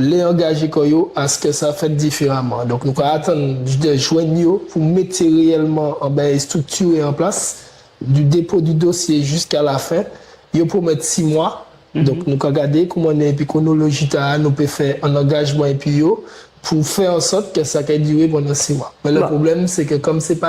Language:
Guadeloupean Creole French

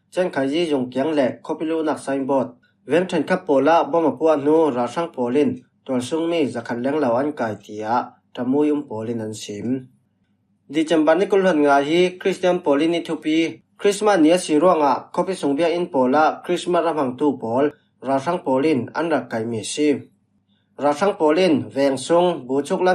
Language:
Falam Chin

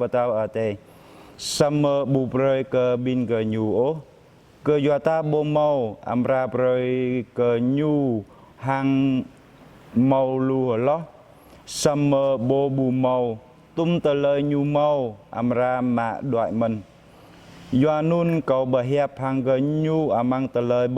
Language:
Jarai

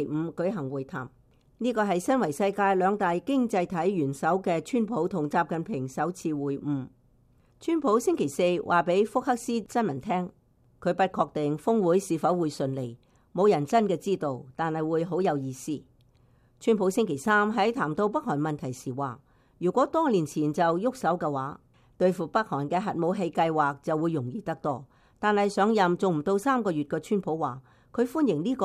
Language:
Cantonese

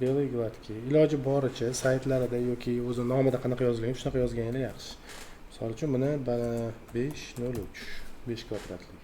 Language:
Uzbek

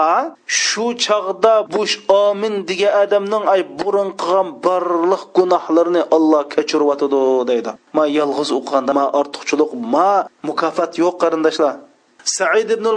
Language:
Uyghur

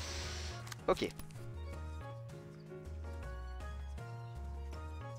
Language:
French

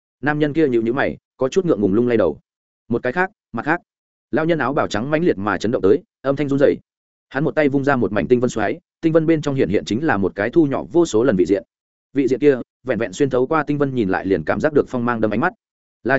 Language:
Vietnamese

